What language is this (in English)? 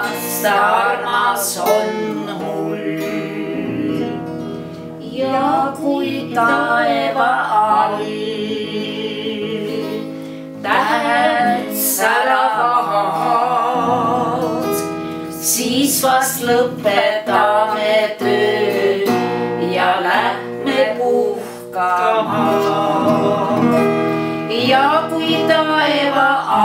Estonian